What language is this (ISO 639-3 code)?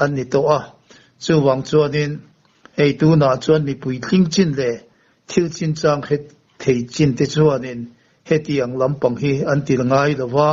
lus